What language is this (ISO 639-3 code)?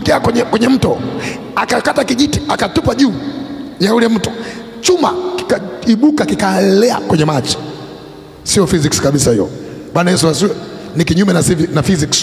swa